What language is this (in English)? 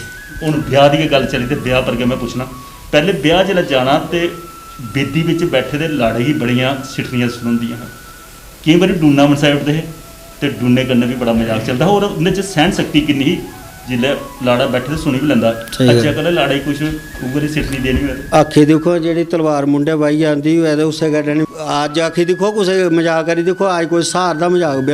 Dogri